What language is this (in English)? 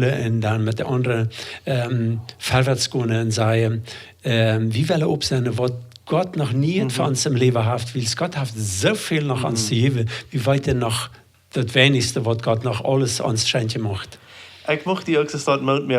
Plautdietsch